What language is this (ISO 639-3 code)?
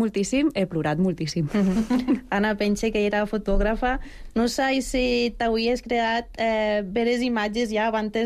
cat